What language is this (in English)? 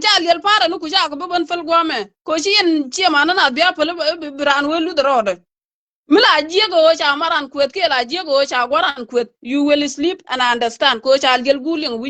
Nuer